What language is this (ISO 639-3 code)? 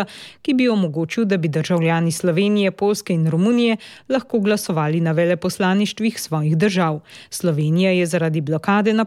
slv